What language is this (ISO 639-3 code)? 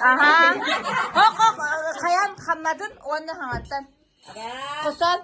sah